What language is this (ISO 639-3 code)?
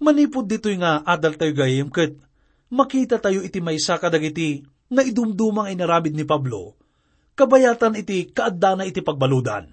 ilo